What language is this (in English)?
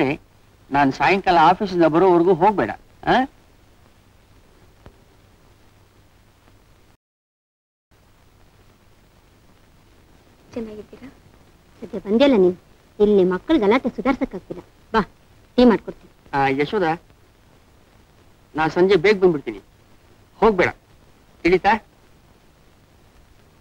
Kannada